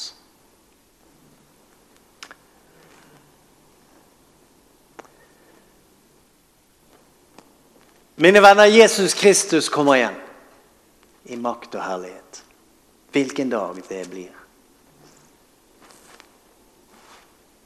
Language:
Norwegian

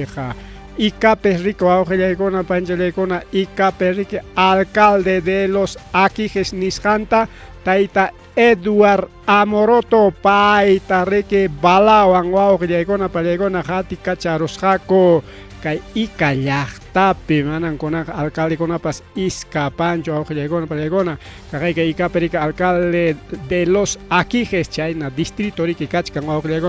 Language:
Ayacucho Quechua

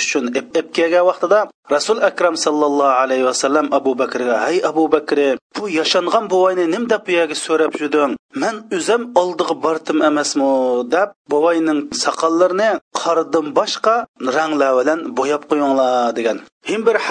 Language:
Uyghur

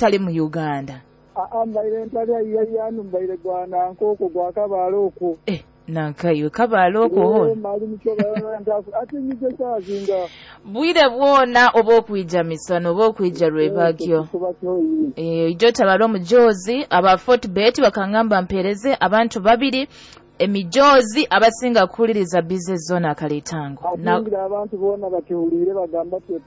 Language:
Nyoro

